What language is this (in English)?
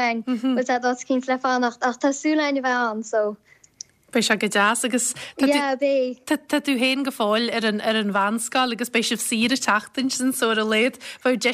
Irish